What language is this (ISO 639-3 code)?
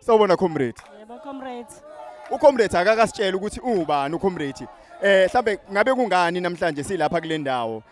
zul